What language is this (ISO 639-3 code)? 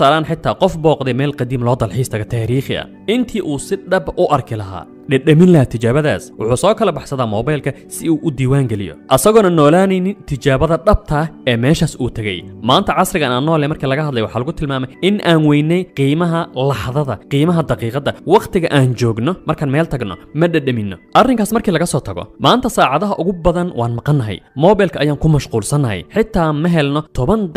som